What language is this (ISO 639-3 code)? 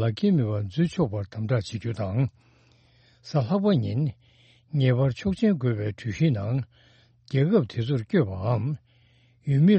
bod